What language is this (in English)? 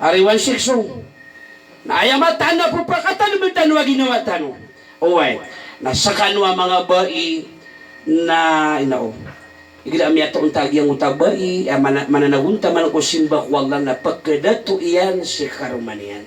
Maranao